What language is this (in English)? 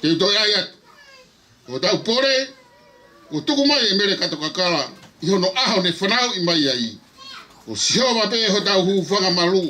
Tongan